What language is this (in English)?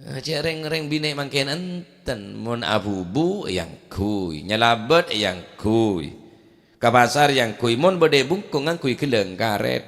Madurese